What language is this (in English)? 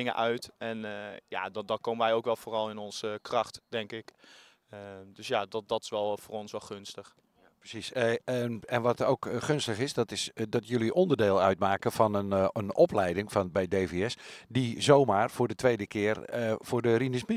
Dutch